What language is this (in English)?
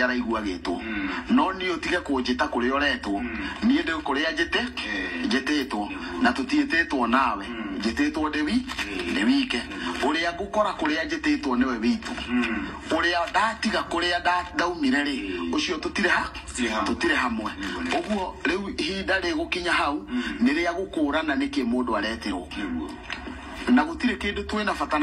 Kikuyu